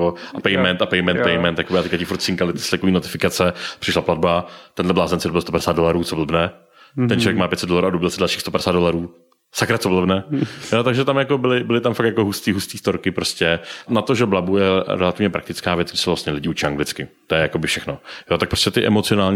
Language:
Czech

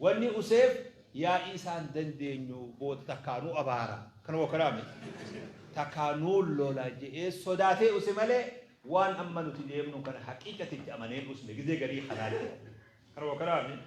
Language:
Oromo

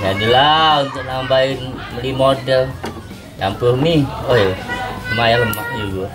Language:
Musi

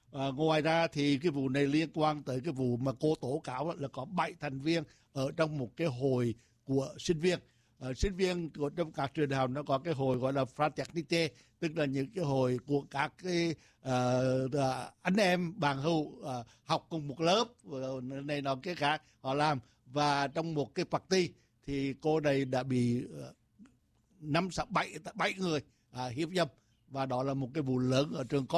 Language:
Vietnamese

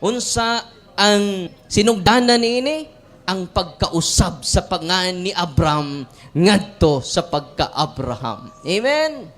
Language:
Cebuano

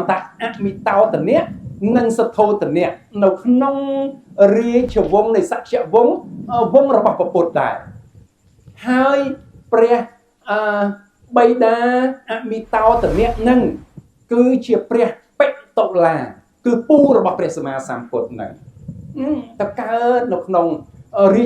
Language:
Khmer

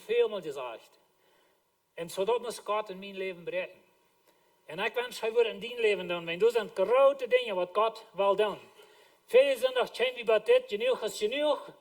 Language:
Plautdietsch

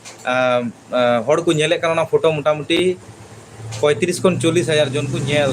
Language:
Santali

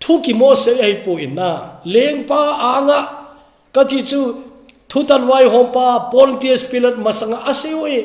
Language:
Thado Chin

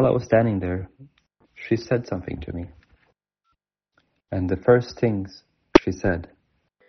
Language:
English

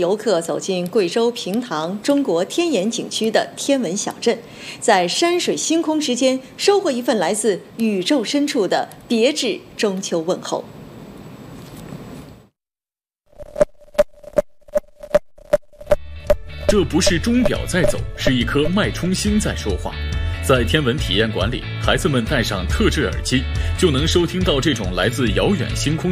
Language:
Chinese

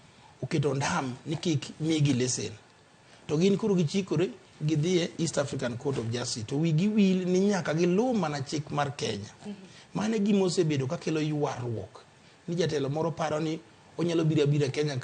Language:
Luo (Kenya and Tanzania)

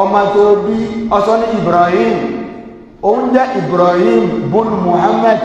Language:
Yoruba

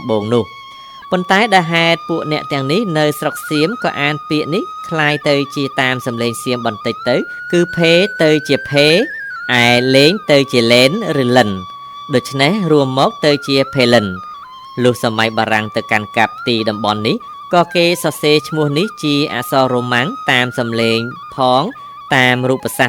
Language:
Khmer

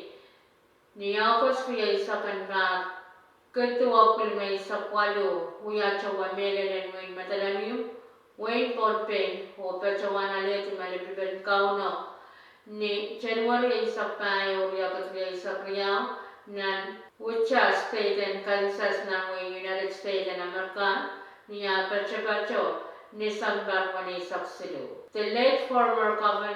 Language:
Pohnpeian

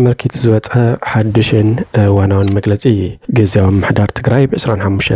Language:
Tigrinya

